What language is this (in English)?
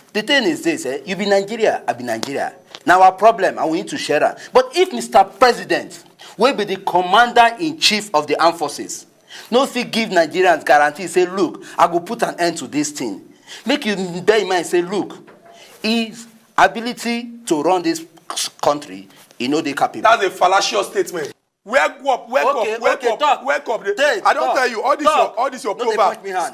Nigerian Pidgin